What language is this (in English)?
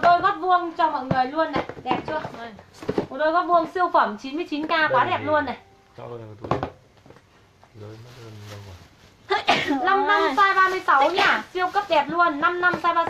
Vietnamese